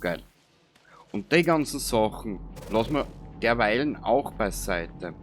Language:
Bavarian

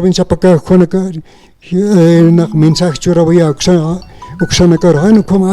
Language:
Aymara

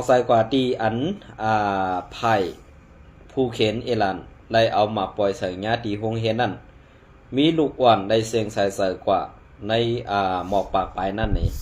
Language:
Shan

